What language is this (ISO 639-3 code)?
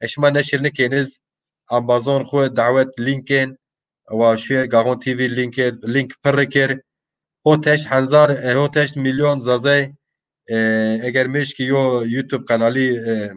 zza